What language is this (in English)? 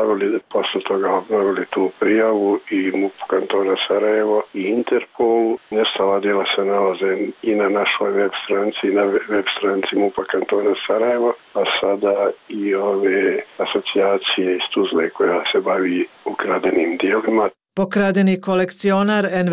Bosnian